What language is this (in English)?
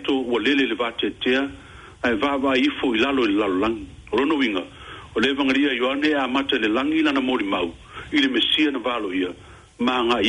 Samoan